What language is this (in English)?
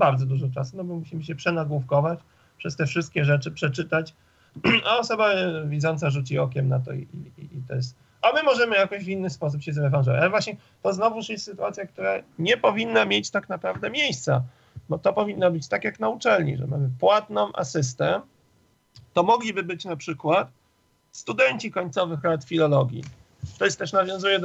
Polish